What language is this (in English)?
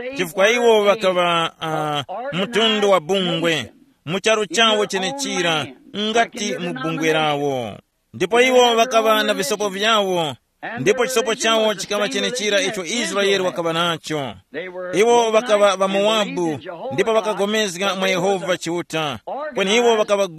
Tumbuka